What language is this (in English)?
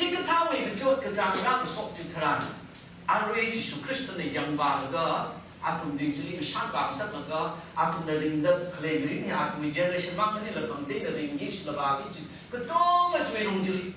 Tangkhul Naga (India)